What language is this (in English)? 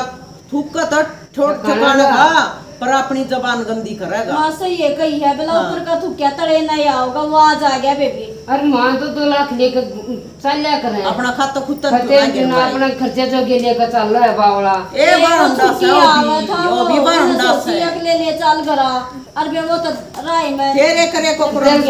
Haryanvi